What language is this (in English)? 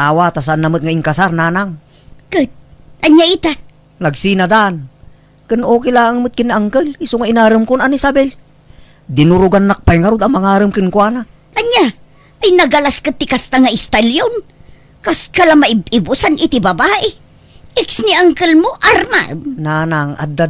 Iloko